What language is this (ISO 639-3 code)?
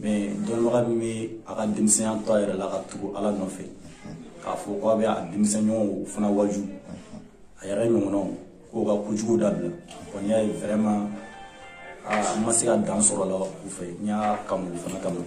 bam